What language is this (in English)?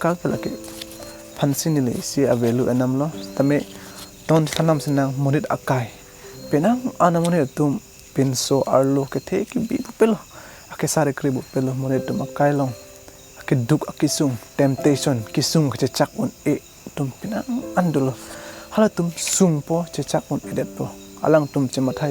Karbi